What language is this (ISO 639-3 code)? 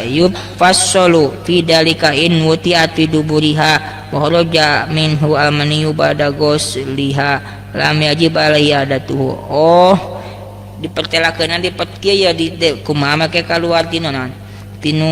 sun